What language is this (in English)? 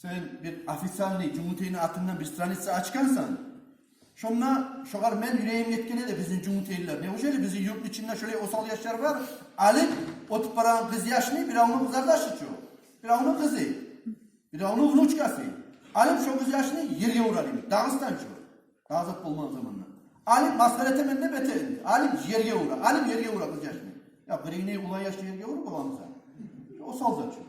Kumyk